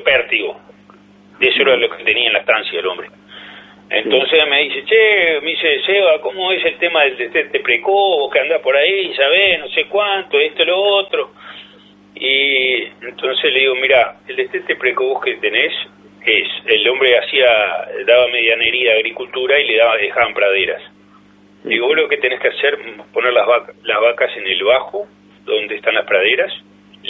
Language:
Spanish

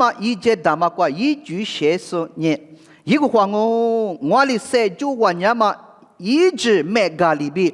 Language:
Lisu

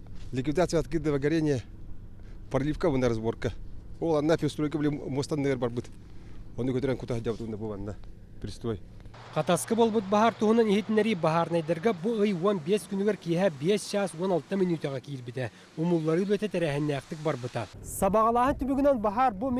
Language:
Yakut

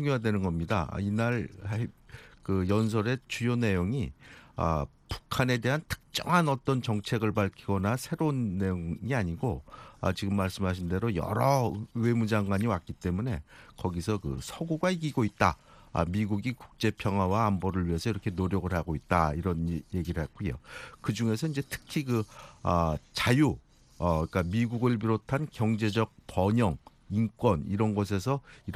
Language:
Korean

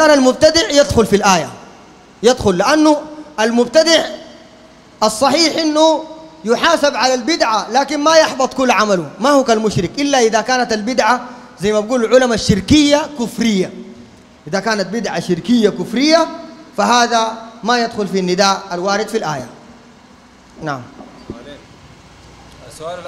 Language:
Sudanese Arabic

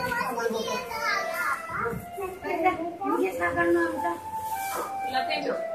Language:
Hindi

